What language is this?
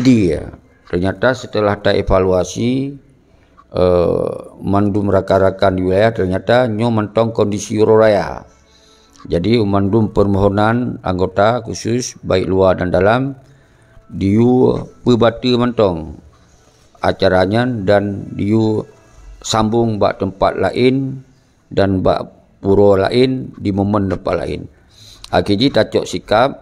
Achinese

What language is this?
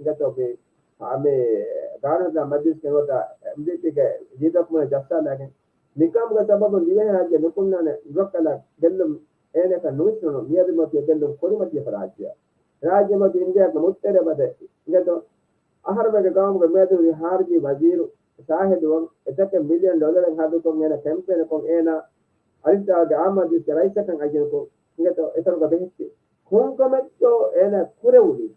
Divehi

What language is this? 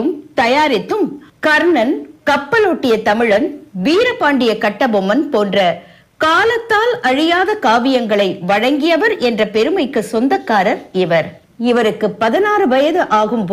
Tamil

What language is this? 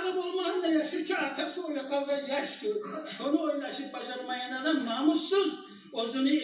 Kumyk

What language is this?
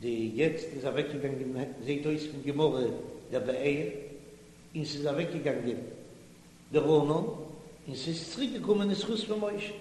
Yiddish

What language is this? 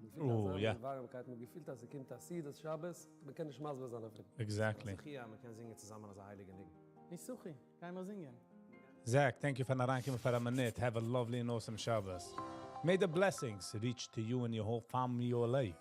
Yiddish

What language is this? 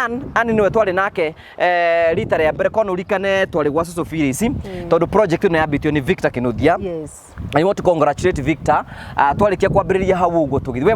Kikuyu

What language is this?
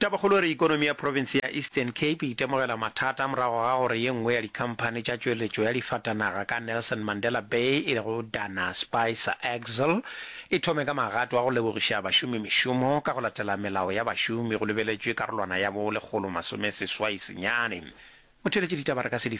Northern Sotho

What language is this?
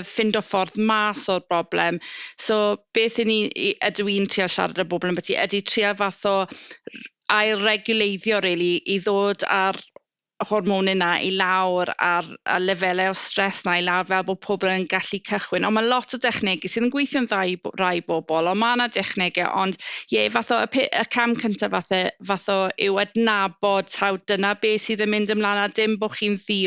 Welsh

